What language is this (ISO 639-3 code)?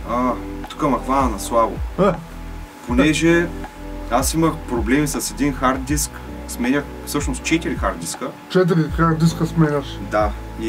bul